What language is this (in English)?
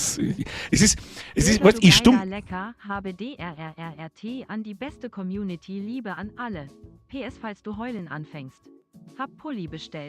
Bavarian